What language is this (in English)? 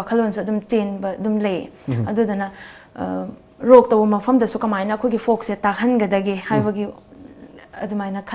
Manipuri